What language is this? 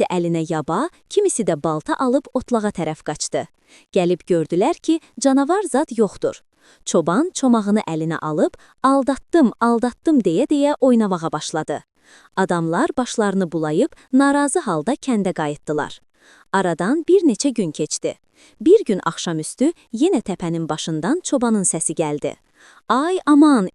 Azerbaijani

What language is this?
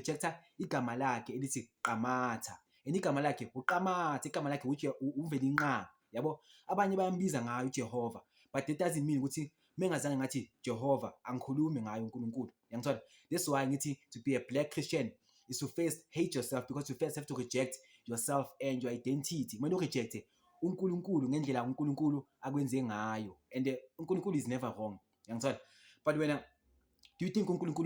Zulu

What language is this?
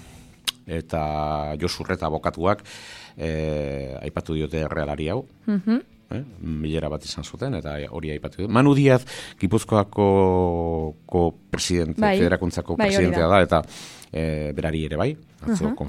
Basque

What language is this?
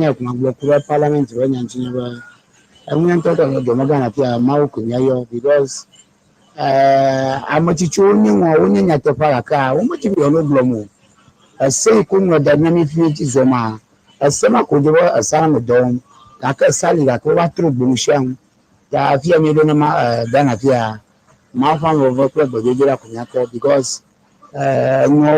Ewe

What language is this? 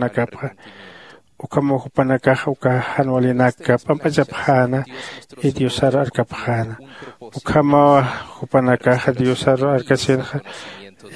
Aymara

